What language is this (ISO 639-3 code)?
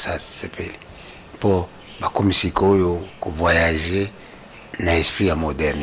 lin